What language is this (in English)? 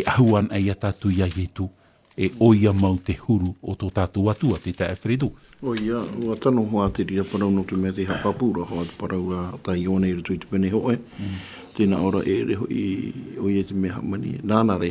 Tahitian